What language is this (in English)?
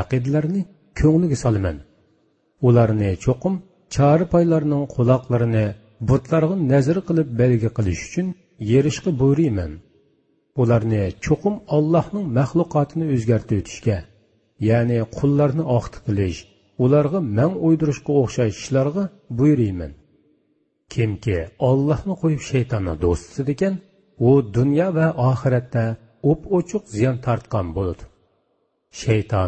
Uyghur